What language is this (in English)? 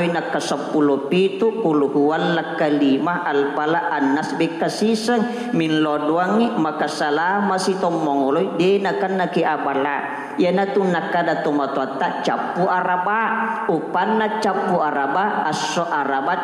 Buginese